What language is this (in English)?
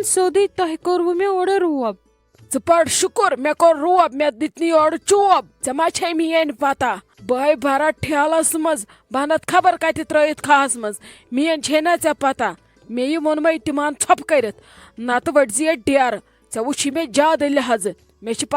Kashmiri